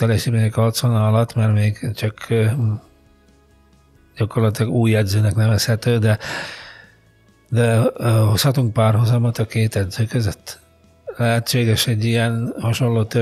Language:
Hungarian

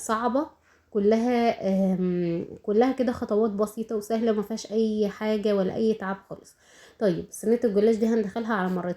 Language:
Egyptian Arabic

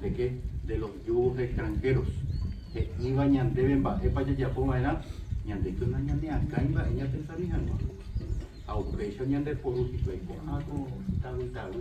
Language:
Guarani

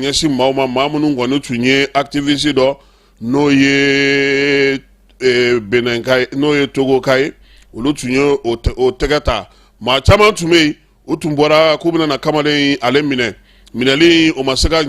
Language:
Bambara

